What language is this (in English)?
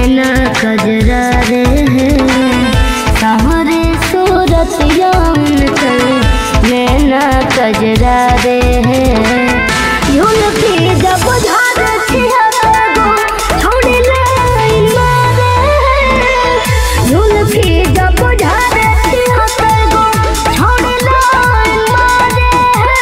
Bhojpuri